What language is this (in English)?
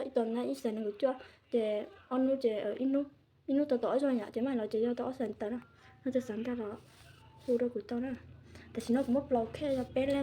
Hmong